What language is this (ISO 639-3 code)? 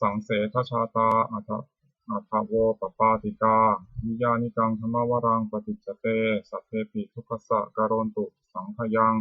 pli